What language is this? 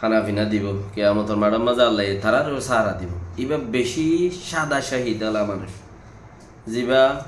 Rohingya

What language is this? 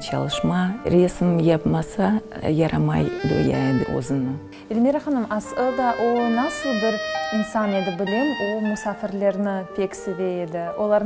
Crimean Tatar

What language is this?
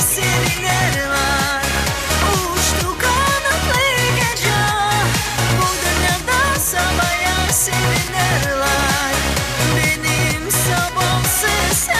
Gagauz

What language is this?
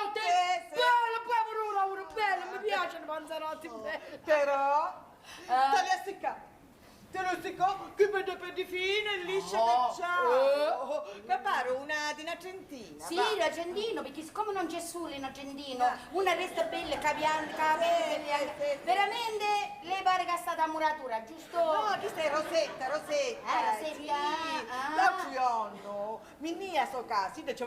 Sicilian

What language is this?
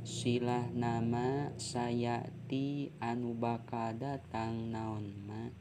Sundanese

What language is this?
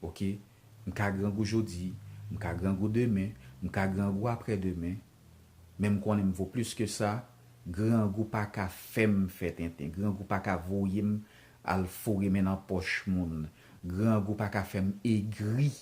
Haitian Creole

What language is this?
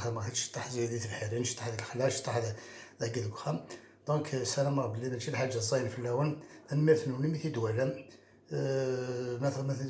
Kabyle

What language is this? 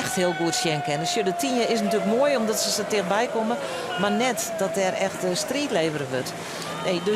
Western Frisian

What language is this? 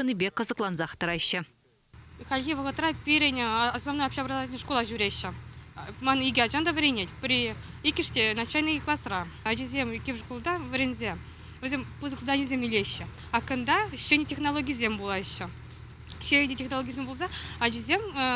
Chuvash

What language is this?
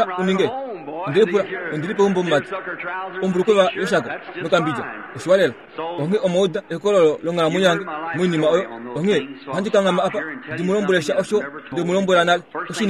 Kuanyama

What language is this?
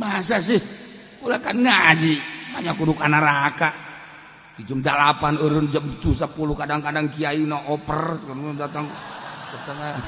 Sundanese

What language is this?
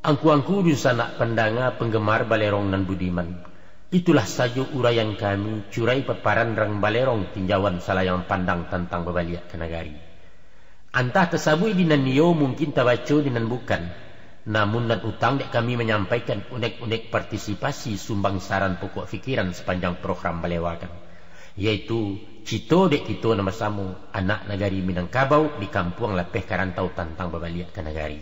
Minangkabau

